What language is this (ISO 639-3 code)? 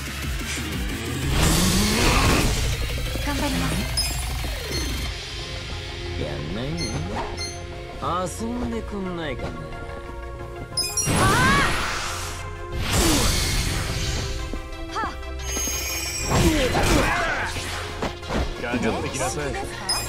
jpn